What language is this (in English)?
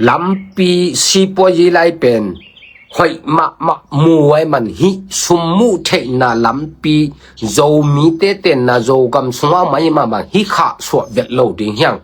Tedim Chin